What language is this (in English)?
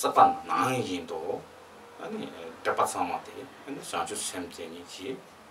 Tibetan